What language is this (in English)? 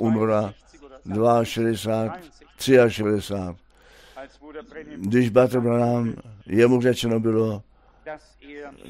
Czech